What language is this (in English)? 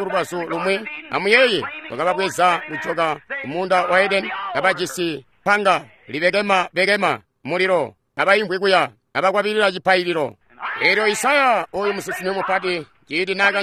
Tonga (Zambia)